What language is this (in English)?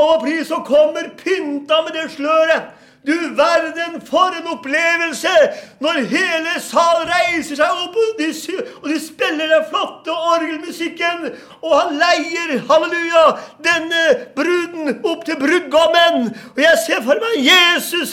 Norwegian